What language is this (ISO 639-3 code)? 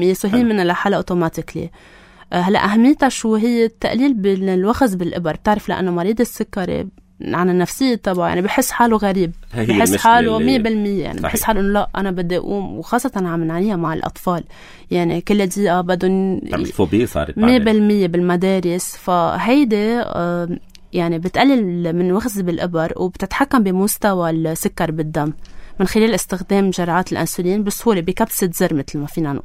apc